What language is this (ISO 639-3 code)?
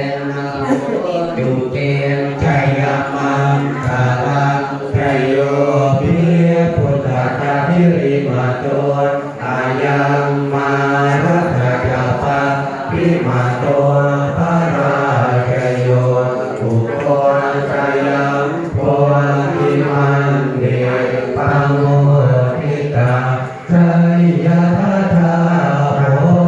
pli